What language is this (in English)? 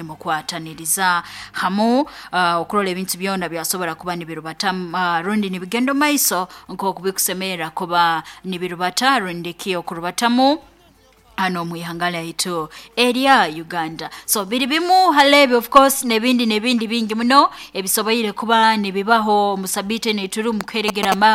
Nyoro